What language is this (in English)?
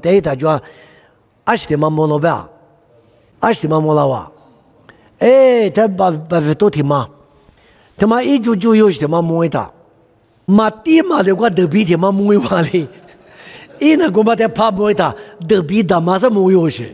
Lisu